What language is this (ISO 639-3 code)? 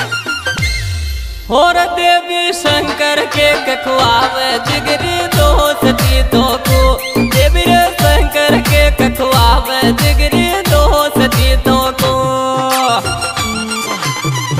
bho